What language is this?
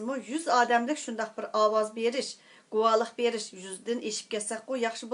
Uyghur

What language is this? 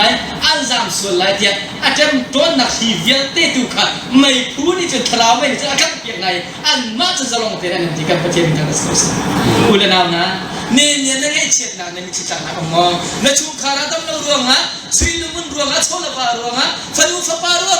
Hakha Chin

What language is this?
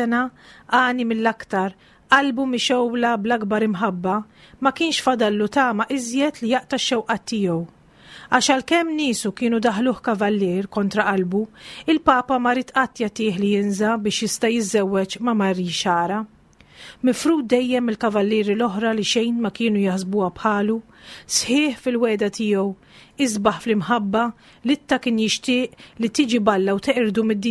Maltese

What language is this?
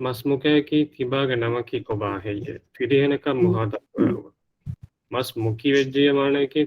Divehi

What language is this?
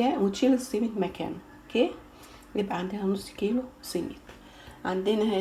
Egyptian Arabic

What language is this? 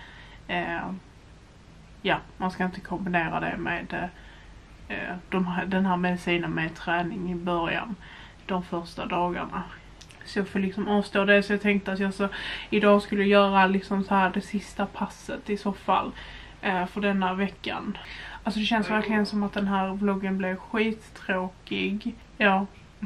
Swedish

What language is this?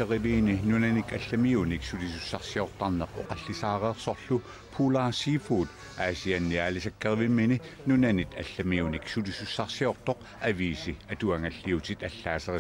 Kalaallisut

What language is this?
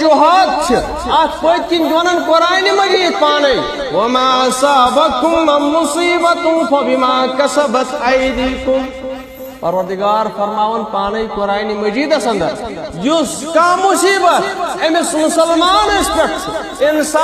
Kashmiri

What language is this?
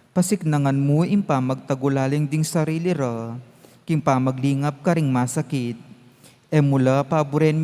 Pampanga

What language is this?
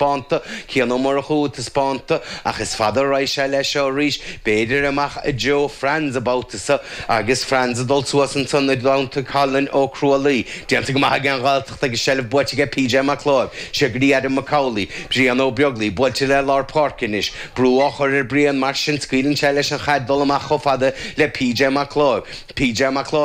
Irish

